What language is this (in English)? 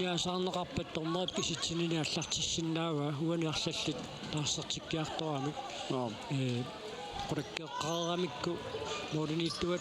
Kalaallisut